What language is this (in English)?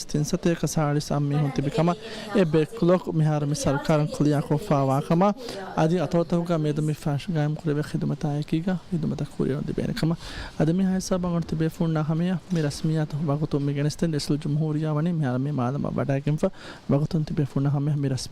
Divehi